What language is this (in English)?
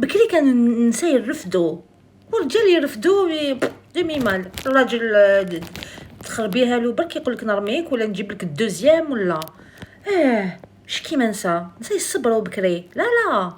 Algerian Arabic